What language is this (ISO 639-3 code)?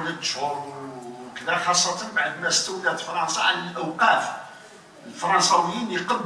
arq